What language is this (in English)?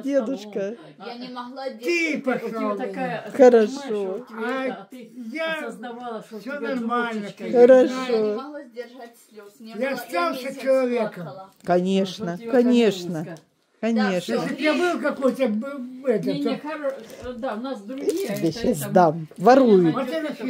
Russian